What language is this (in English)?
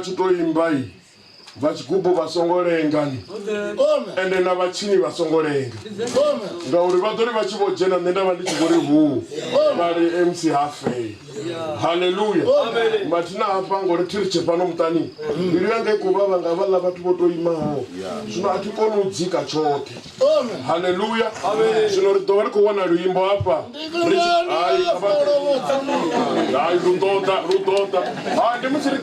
Venda